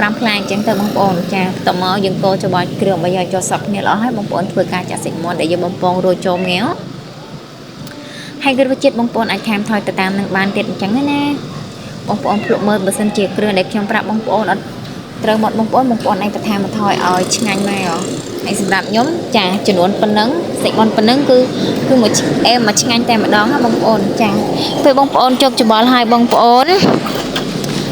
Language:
Khmer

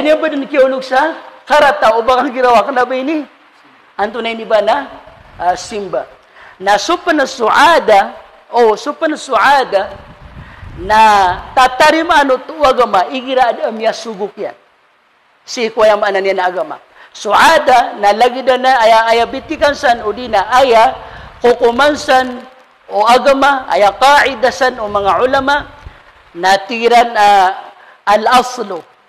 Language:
Maranao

